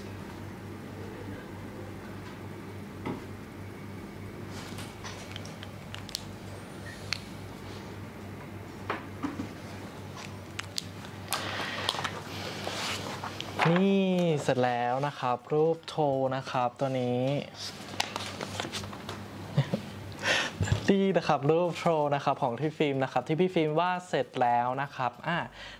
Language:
Thai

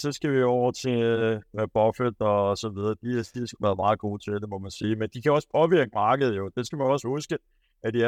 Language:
Danish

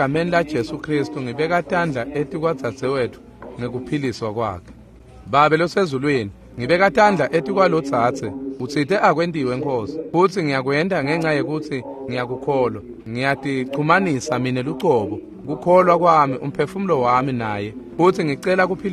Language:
Swati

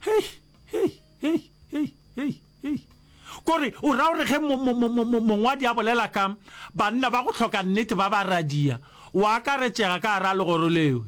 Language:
Northern Sotho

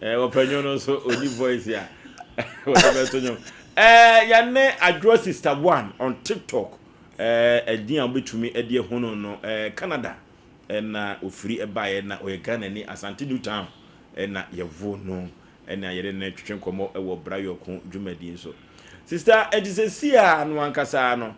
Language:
Akan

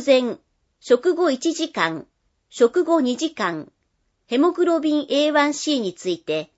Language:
Japanese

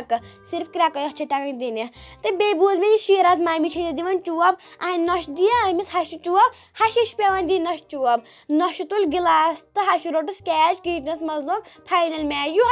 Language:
Kashmiri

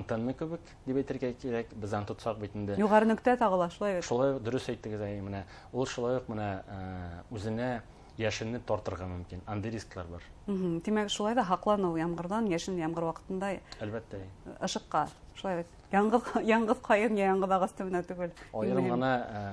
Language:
Bashkir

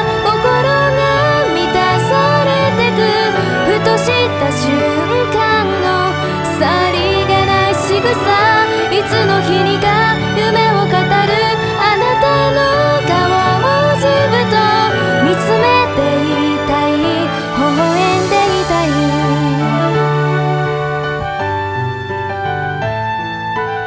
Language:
Japanese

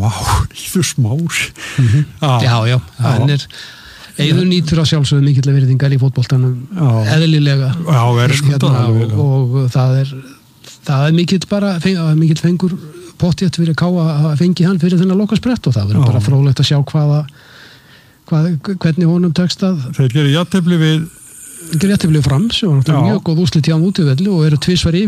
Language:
Icelandic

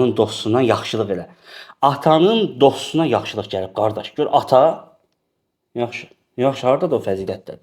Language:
Azerbaijani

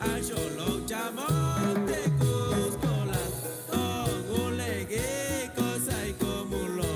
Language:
Chuj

